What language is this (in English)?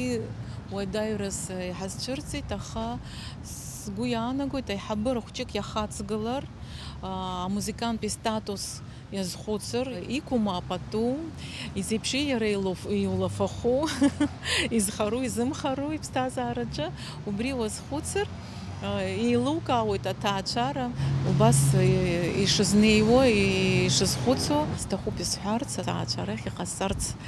Abkhazian